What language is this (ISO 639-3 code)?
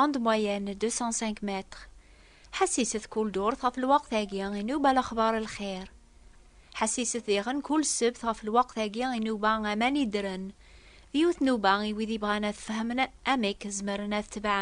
kab